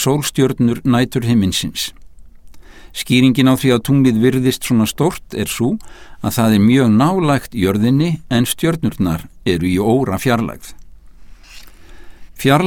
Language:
Icelandic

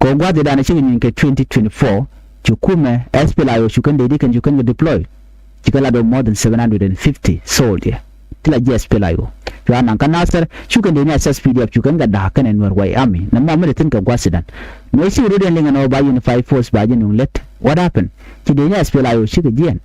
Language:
Nuer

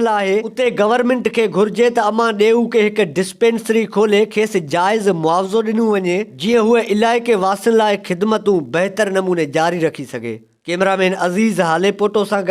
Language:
Sindhi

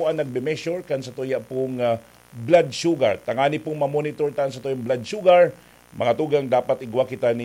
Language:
Bikol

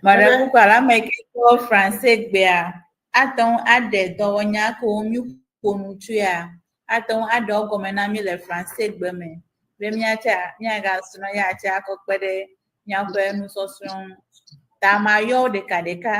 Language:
Ewe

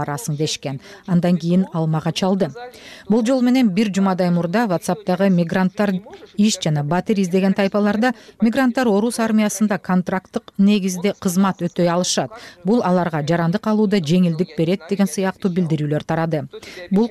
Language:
Kyrgyz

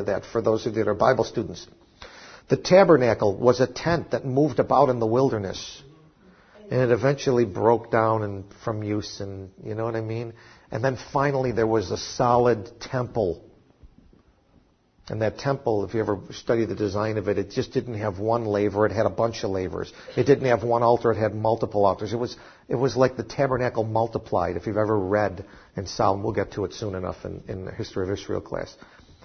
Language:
English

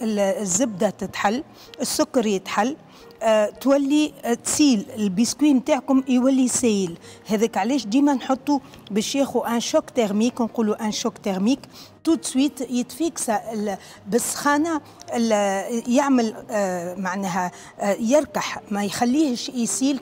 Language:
Tunisian Arabic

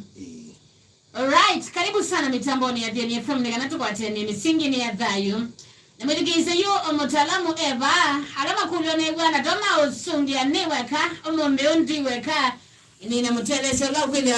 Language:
Kamba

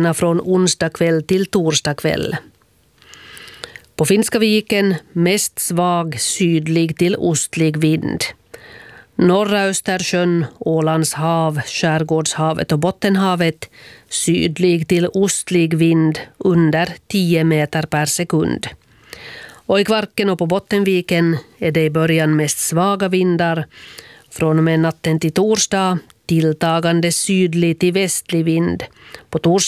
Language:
Swedish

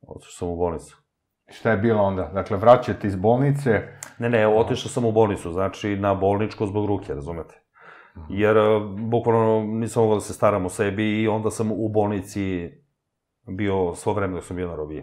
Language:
Serbian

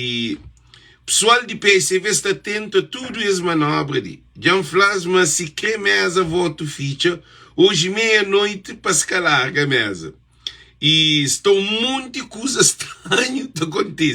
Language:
Kabuverdianu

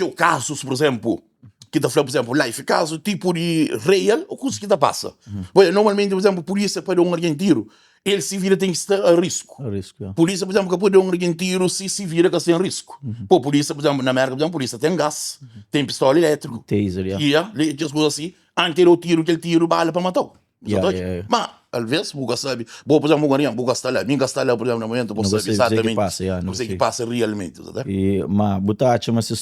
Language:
Kabuverdianu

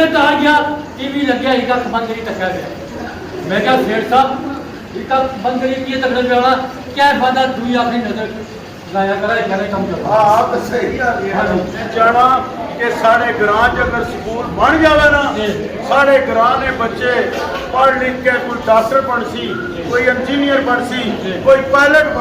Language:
Pahari-Potwari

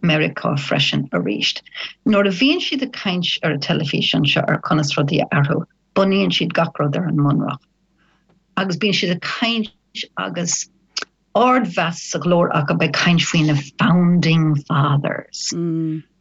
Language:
Irish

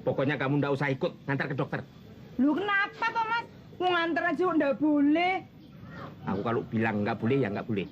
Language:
Betawi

